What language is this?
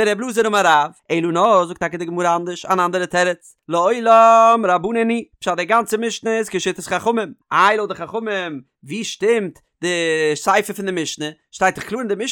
Yiddish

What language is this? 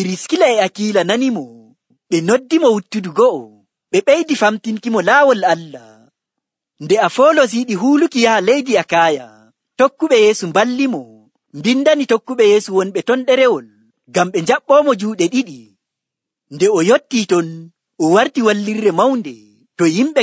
Nigerian Fulfulde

